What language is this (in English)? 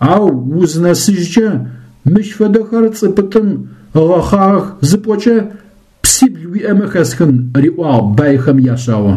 Adyghe